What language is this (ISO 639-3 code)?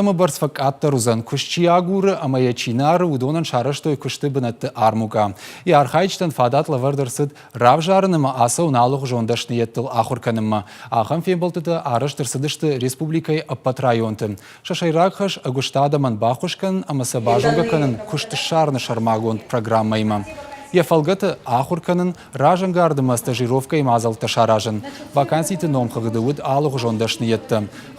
oss